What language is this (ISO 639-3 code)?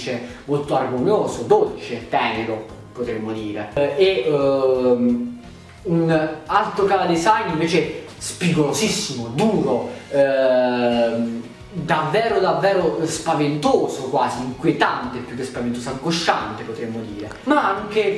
ita